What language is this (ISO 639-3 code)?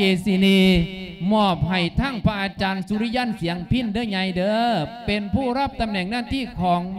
lao